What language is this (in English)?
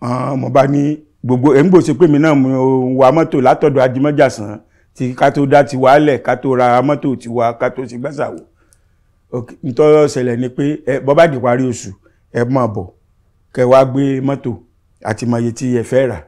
Yoruba